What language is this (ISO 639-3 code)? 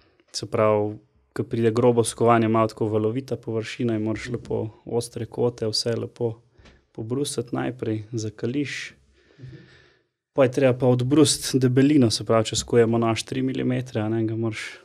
slv